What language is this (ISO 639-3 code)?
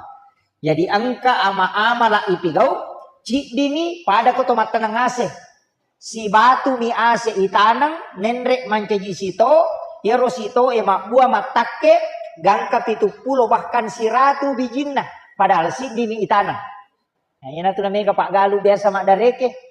bug